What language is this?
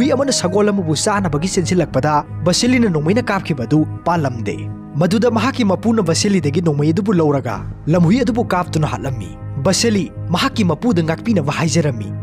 Manipuri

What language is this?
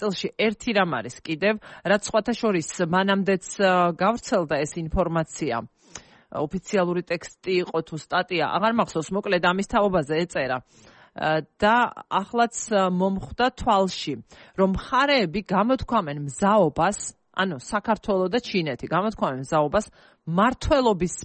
Georgian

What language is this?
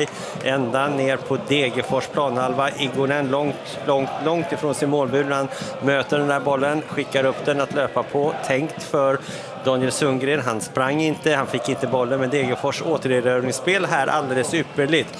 Swedish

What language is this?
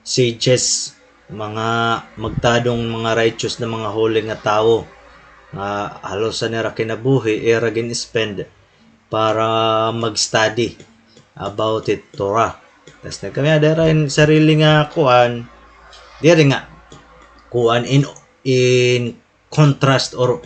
Waray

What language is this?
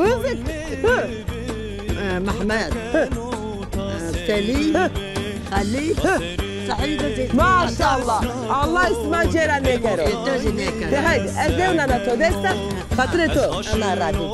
Zaza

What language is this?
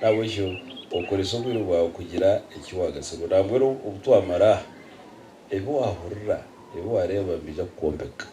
Nyankole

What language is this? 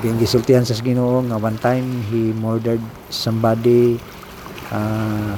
Cebuano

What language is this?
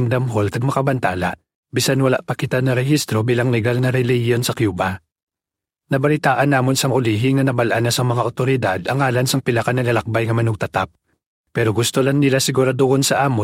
Hiligaynon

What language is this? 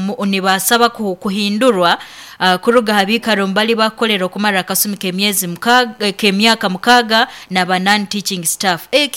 Nyoro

